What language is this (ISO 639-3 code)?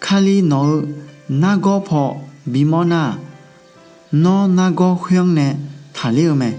ahk